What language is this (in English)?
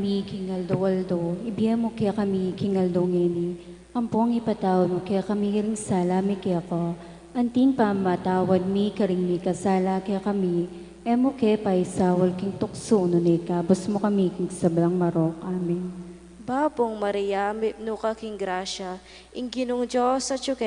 Pampanga